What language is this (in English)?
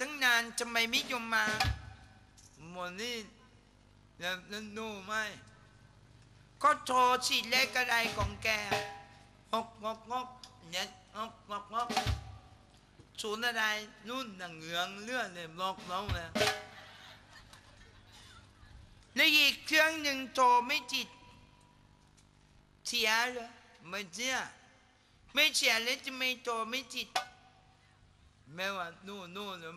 Thai